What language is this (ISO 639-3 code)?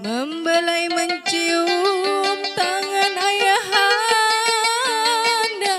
bjn